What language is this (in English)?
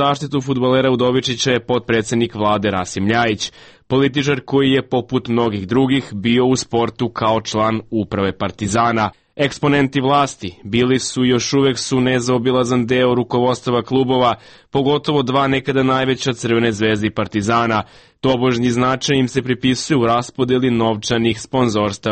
Serbian